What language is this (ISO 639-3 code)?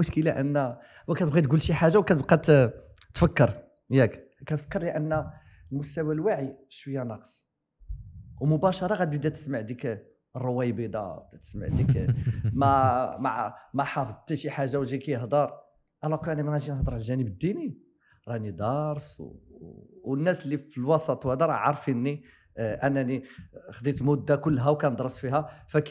ary